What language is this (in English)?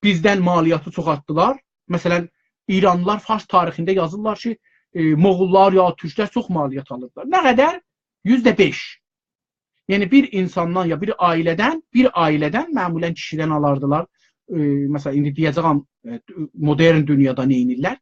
South Azerbaijani